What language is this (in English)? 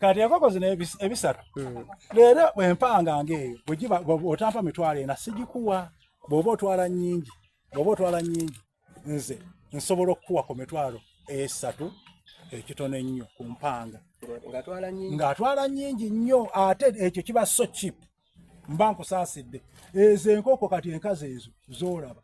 Soga